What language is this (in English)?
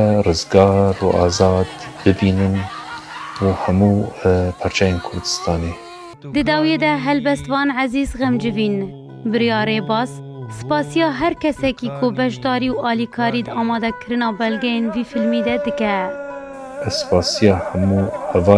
Kurdish